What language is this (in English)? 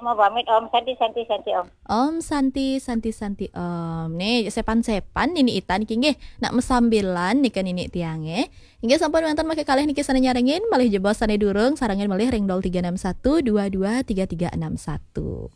Balinese